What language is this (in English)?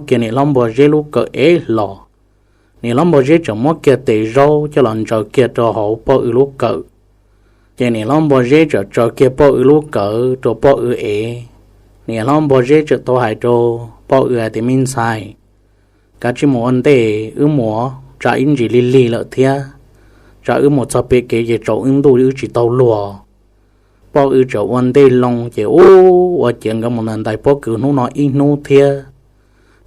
Hmong